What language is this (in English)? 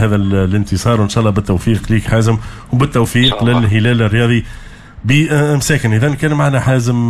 Tunisian Arabic